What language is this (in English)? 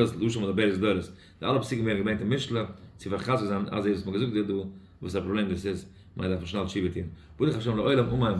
Yiddish